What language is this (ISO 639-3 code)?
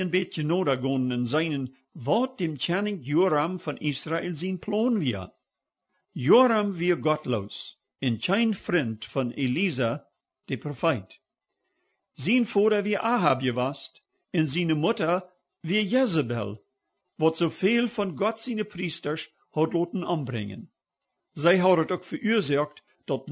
pdt